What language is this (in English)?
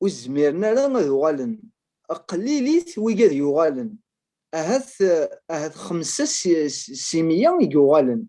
Kabyle